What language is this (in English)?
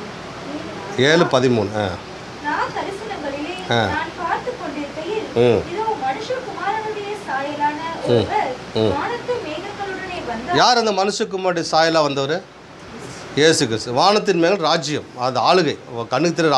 Tamil